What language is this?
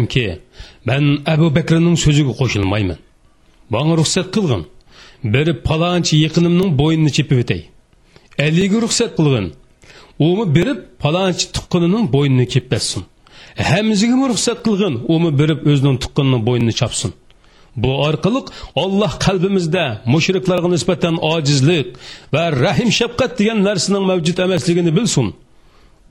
Uyghur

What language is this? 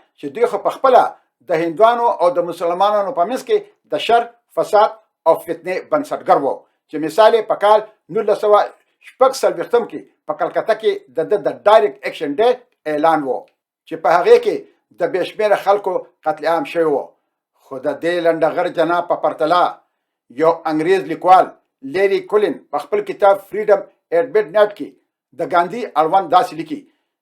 Pashto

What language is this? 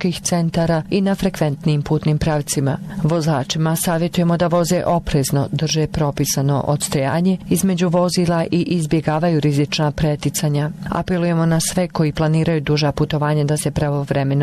Bosnian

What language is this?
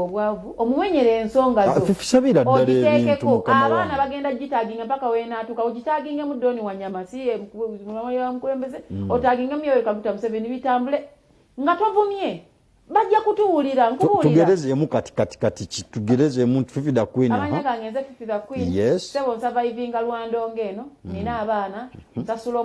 Ganda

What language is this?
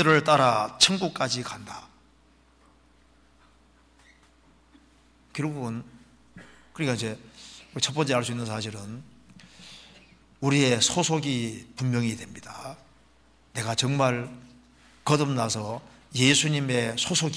Korean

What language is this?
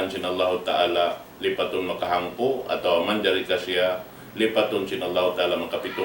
Tausug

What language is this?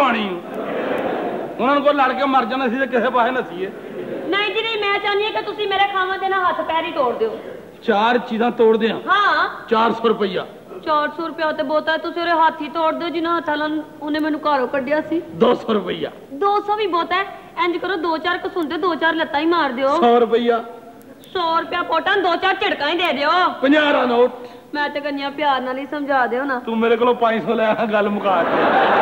Punjabi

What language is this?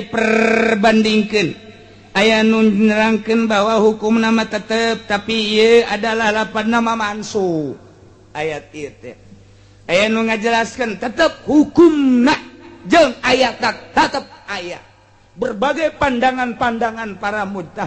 Sundanese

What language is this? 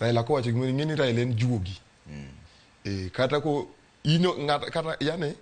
Luo (Kenya and Tanzania)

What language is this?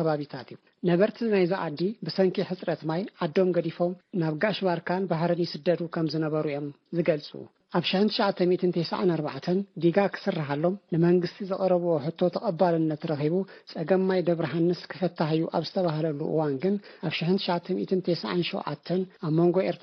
Tigrinya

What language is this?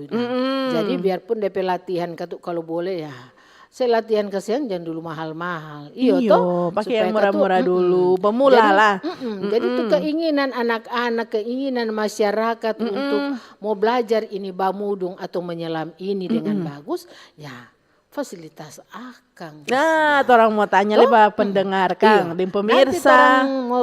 Manado Malay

